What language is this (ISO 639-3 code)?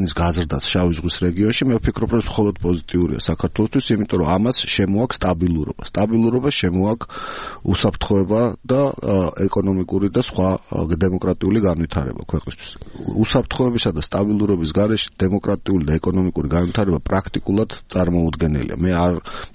kat